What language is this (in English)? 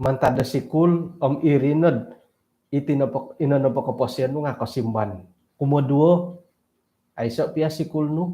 Central Dusun